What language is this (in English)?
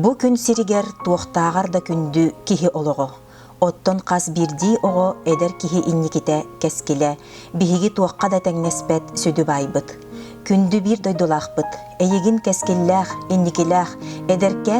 Yakut